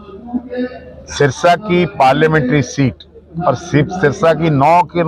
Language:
Hindi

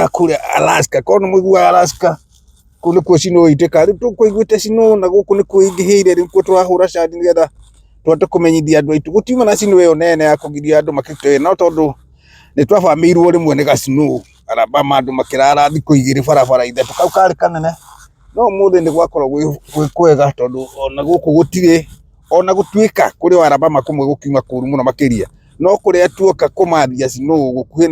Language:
Kikuyu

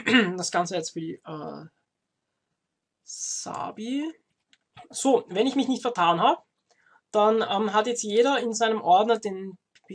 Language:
German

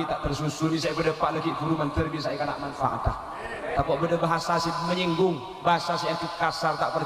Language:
Madurese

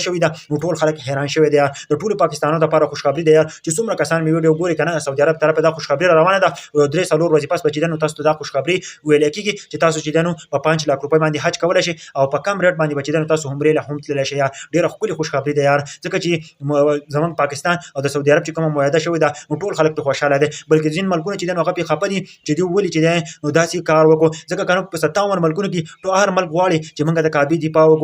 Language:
Pashto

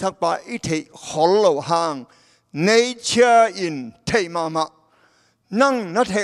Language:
Tedim Chin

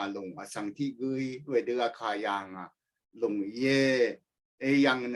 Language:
Rawang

